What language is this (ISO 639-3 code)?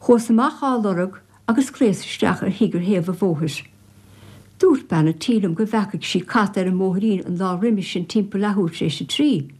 gle